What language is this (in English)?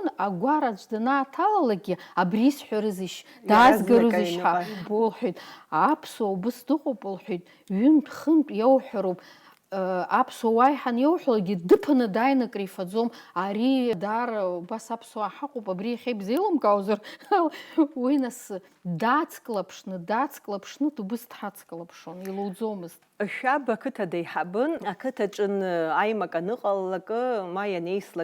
Abkhazian